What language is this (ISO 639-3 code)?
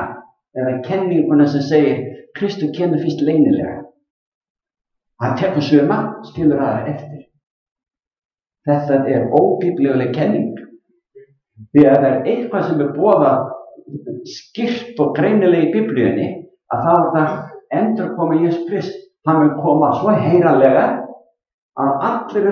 isl